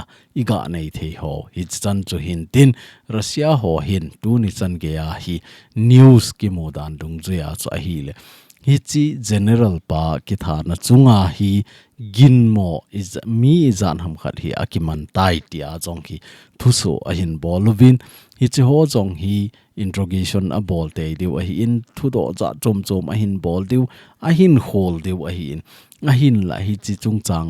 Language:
Thado Chin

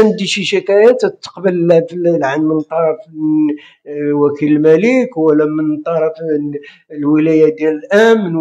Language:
Moroccan Arabic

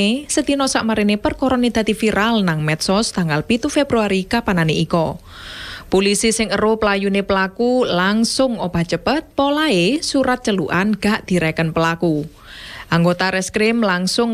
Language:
Javanese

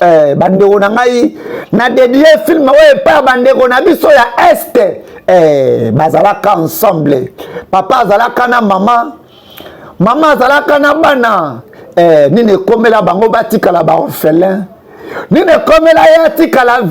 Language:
Lingala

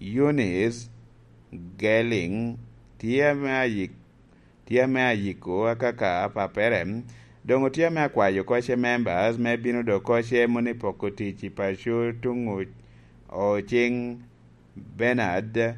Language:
Lango (Uganda)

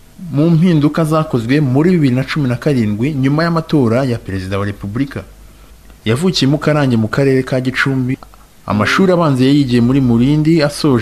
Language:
Kinyarwanda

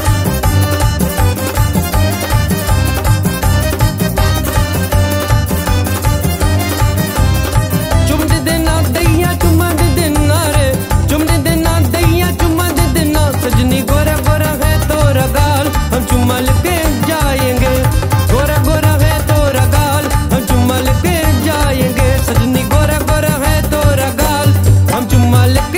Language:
Bhojpuri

